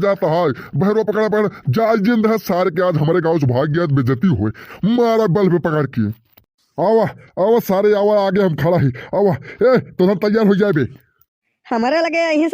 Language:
Bhojpuri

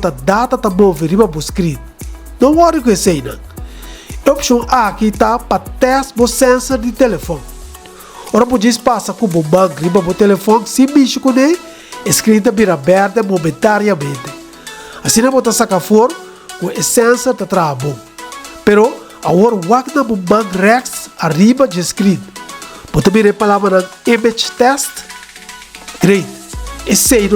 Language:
Papiamento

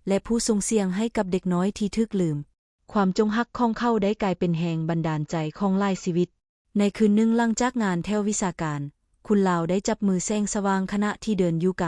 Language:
Lao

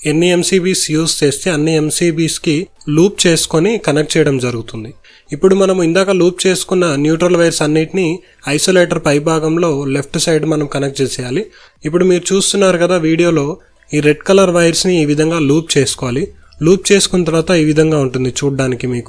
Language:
Telugu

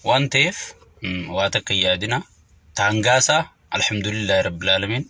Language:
Oromo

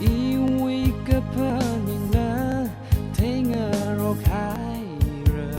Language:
Tangkhul Naga (India)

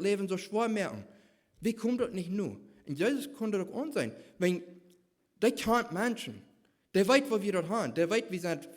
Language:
Plautdietsch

